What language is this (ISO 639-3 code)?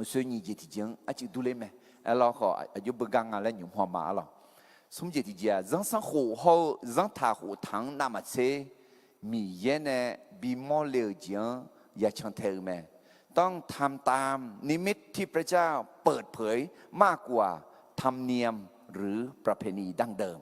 ahk